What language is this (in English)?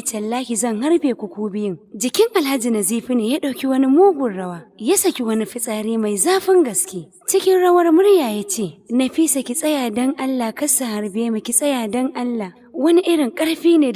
Hausa